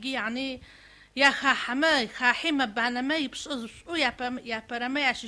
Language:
Adyghe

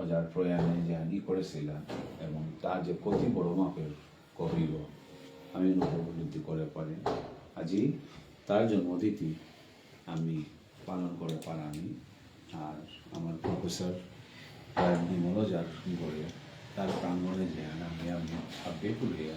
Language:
Bishnupriya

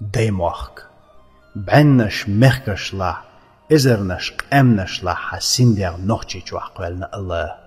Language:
Chechen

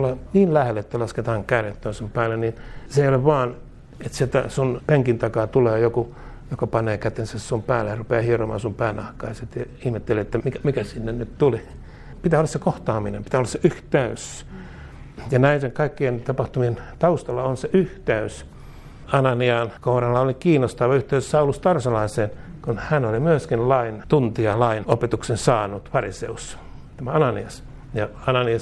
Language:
Finnish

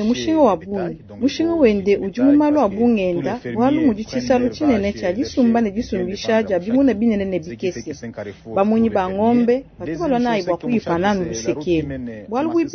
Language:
Luba-Lulua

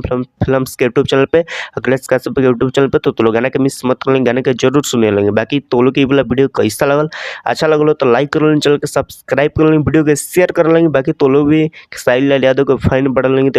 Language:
Bhojpuri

